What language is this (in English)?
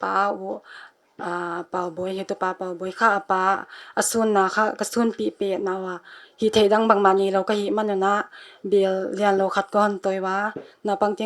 Paite Chin